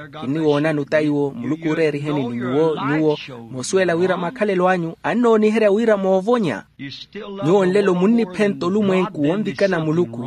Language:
Makhuwa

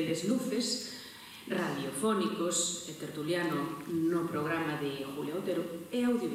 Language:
Galician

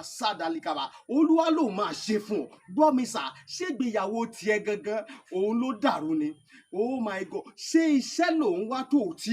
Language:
Yoruba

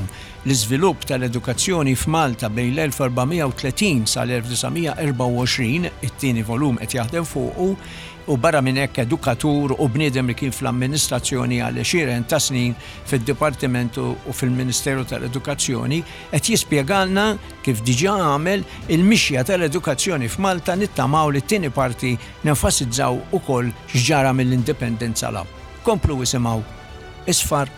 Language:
Maltese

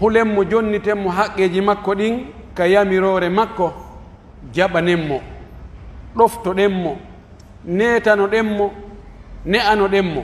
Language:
Pular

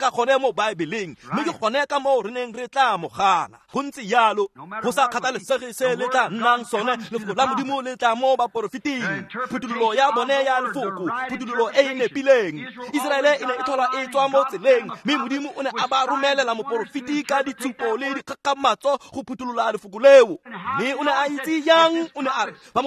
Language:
Tswana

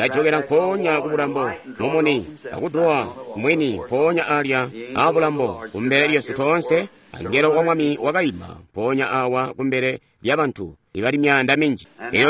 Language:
Tonga (Zambia)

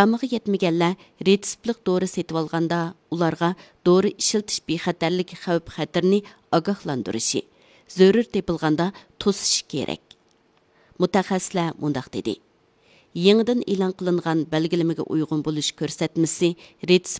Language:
Uyghur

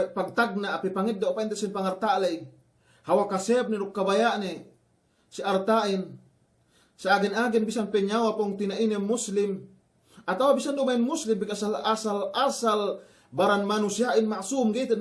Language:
Yakan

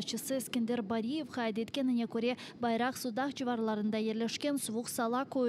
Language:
Crimean Tatar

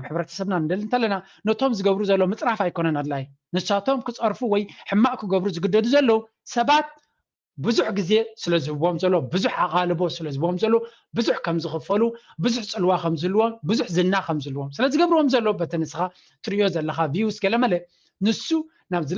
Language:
Tigrinya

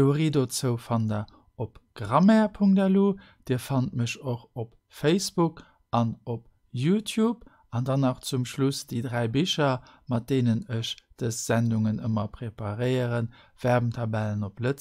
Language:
Luxembourgish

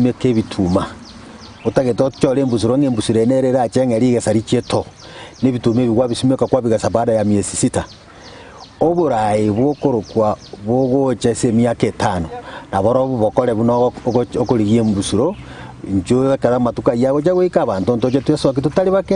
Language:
Gusii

